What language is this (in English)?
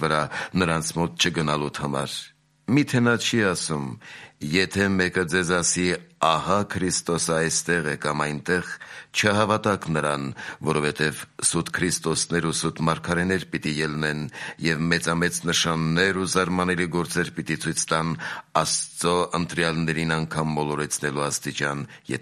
Armenian